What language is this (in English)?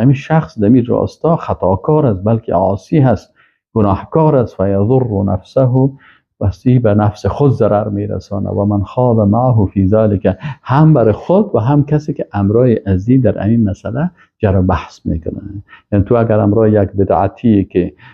Persian